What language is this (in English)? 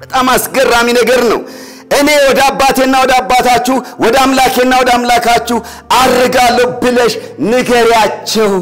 Amharic